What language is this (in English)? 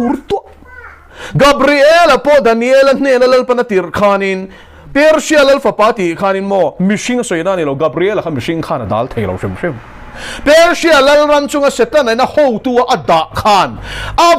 Mizo